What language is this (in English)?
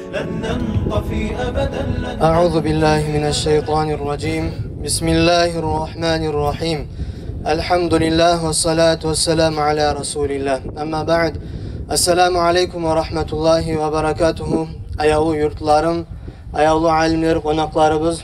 Kumyk